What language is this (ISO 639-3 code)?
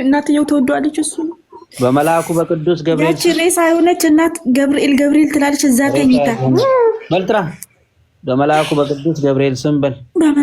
amh